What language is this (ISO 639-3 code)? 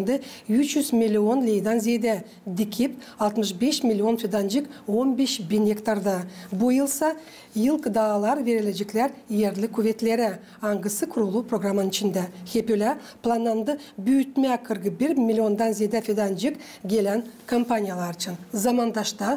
gag